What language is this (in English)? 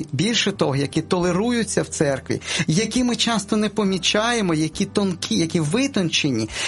Ukrainian